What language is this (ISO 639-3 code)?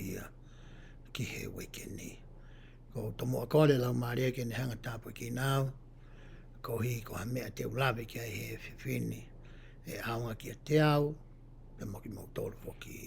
ton